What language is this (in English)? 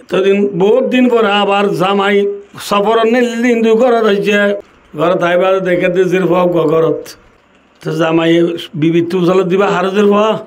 Rohingya